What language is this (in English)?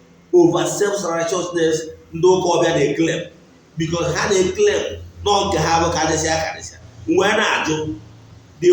Igbo